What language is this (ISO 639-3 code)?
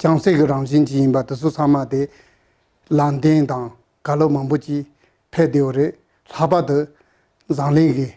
bod